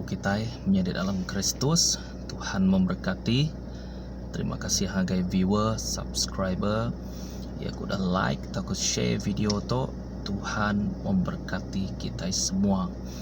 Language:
Iban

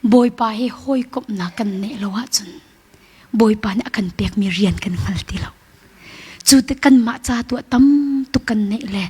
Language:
Hakha Chin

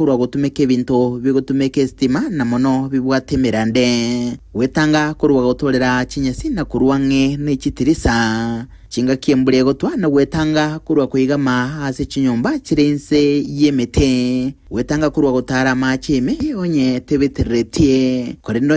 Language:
Gusii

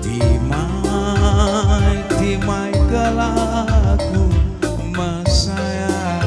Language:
Batak Karo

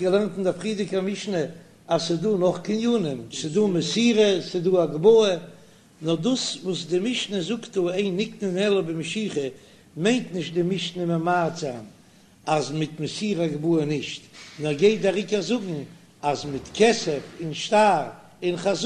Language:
Yiddish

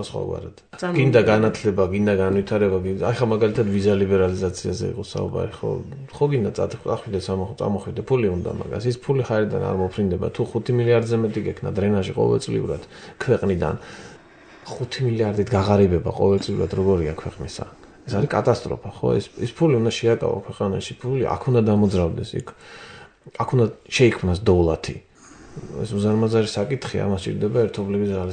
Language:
Georgian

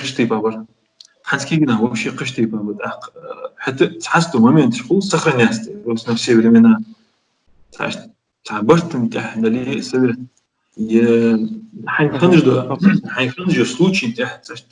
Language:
Ingush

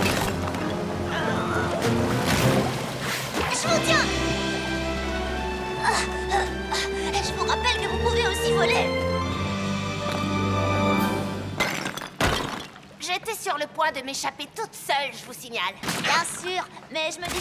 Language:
French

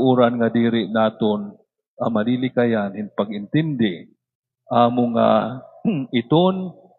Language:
Waray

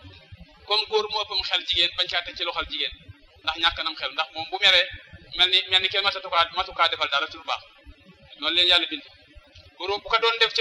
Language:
Wolof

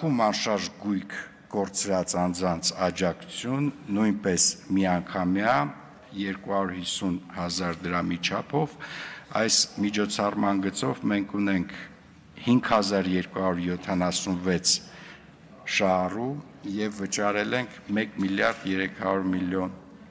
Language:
Armenian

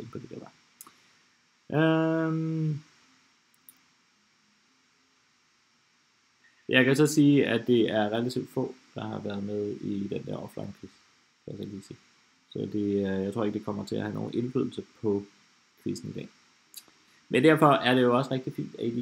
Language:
Danish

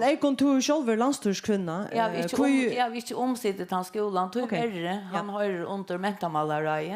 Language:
Faroese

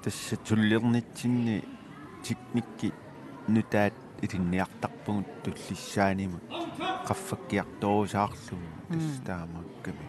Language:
Kalaallisut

